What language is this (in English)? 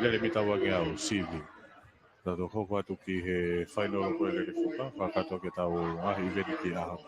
Tongan